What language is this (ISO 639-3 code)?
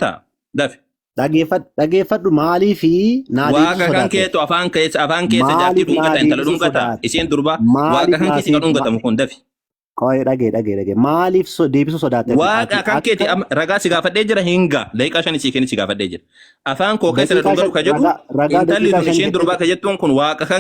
orm